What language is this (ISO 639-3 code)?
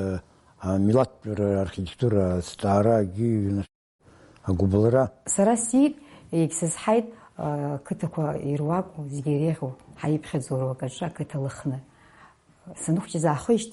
abk